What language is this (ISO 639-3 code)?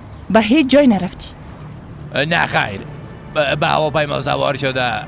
fas